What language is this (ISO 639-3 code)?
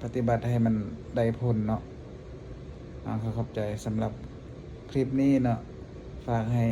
lao